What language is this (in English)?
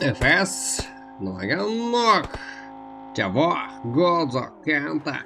Kara-Kalpak